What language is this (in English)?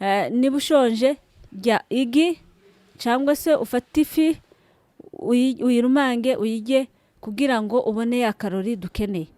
Kinyarwanda